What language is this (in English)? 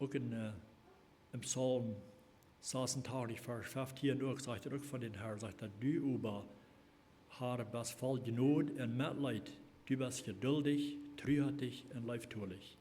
Plautdietsch